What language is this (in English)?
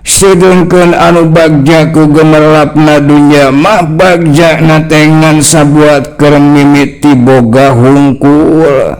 Sundanese